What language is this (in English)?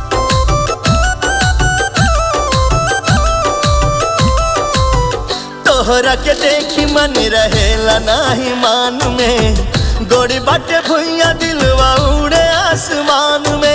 Bhojpuri